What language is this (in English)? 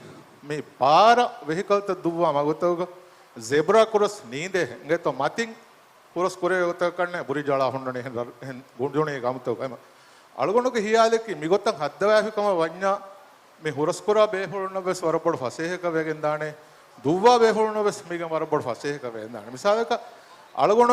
Divehi